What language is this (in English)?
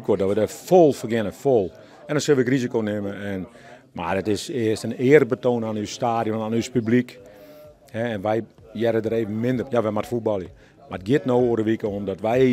Western Frisian